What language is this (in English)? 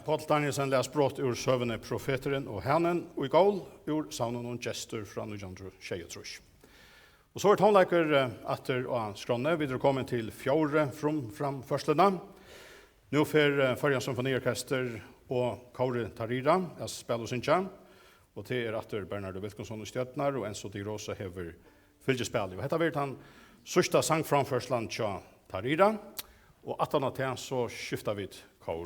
Faroese